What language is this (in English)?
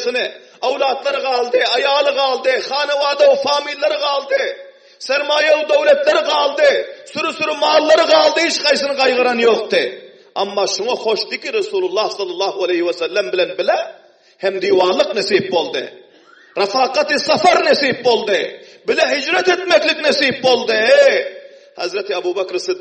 Turkmen